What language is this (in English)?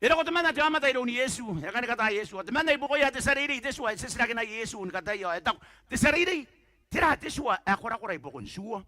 Gilbertese